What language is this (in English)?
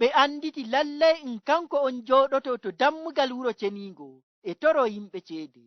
Nigerian Fulfulde